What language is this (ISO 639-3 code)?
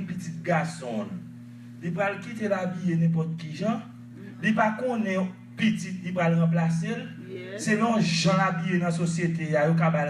hat